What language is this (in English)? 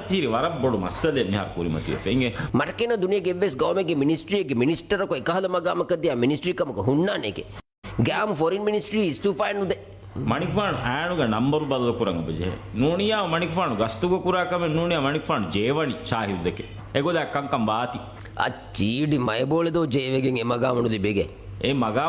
Divehi